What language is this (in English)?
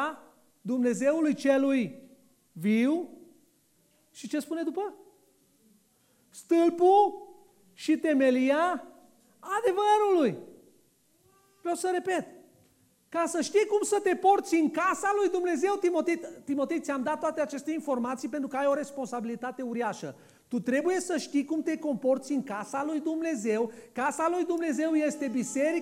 Romanian